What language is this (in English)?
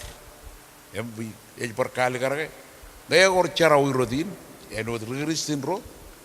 Marshallese